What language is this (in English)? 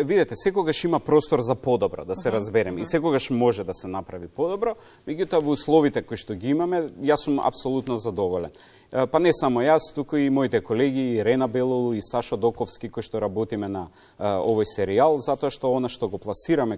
Macedonian